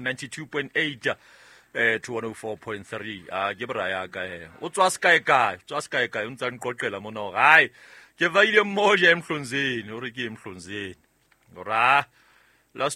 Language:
Southern Sotho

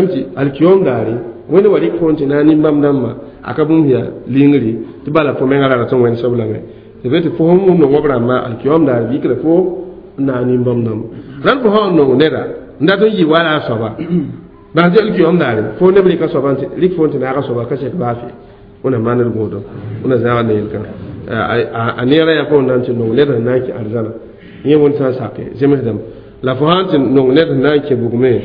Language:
Mossi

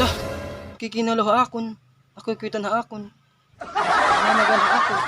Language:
Waray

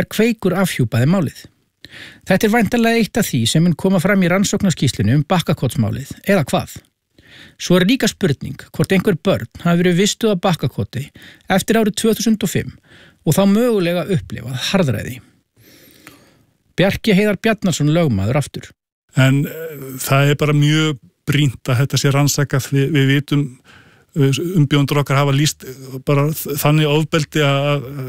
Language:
Icelandic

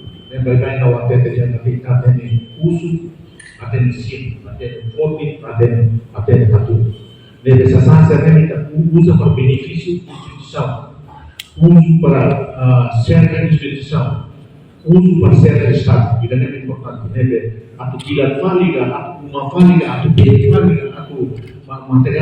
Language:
Tetum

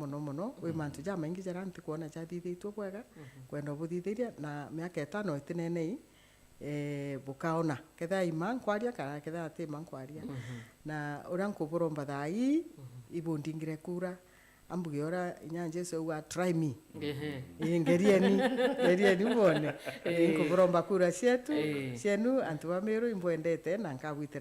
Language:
Meru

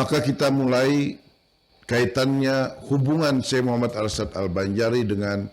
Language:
Banjar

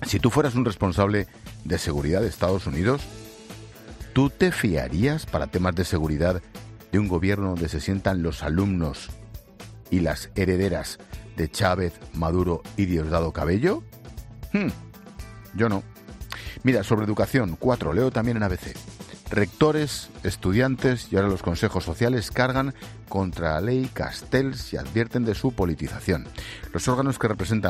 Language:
Spanish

